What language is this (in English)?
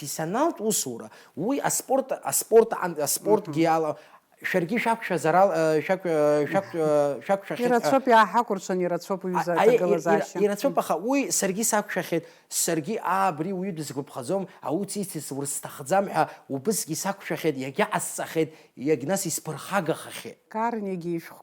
Abkhazian